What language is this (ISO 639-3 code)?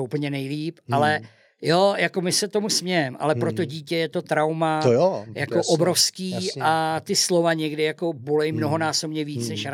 ces